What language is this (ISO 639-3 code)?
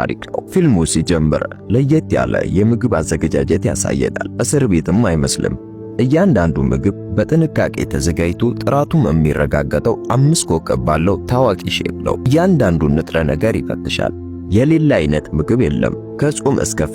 amh